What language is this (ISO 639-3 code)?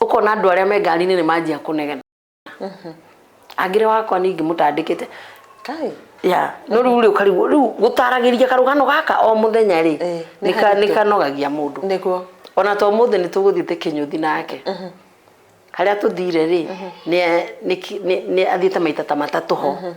kik